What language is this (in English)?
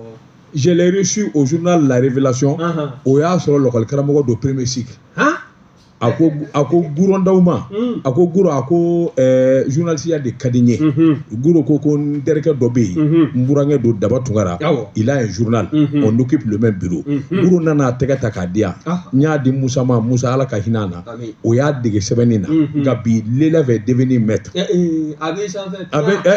Bambara